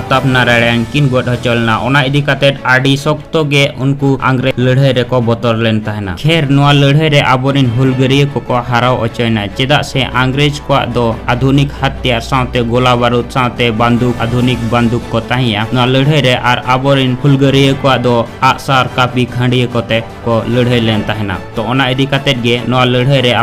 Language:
Santali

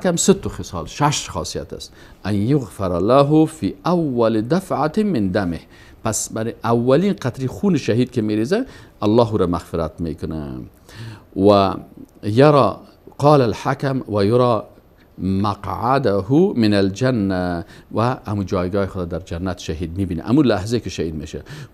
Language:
Persian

